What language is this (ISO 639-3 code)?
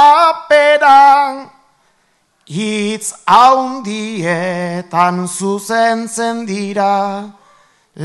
eus